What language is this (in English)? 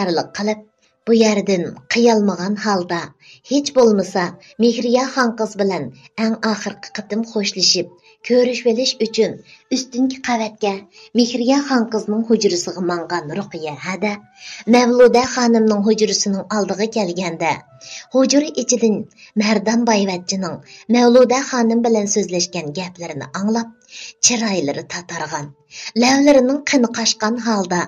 Uyghur